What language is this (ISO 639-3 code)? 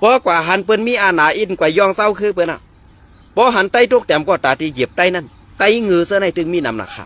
shn